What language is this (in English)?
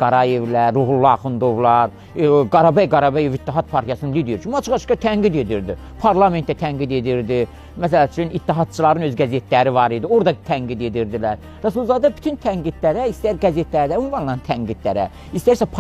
Azerbaijani